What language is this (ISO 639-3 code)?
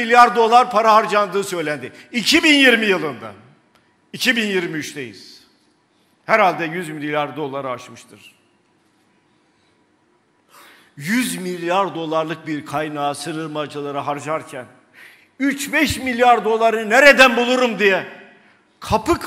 tur